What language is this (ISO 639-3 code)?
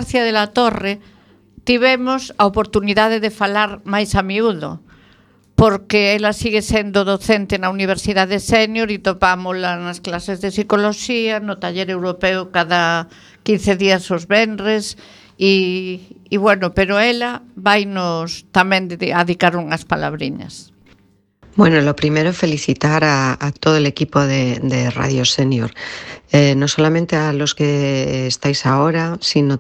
glg